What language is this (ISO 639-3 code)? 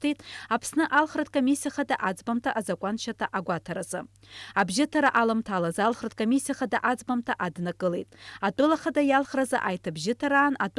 abk